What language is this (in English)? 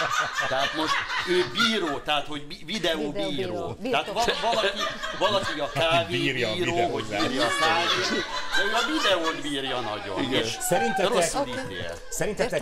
Hungarian